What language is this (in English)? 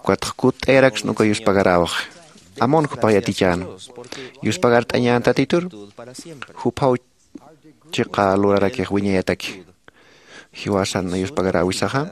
Aymara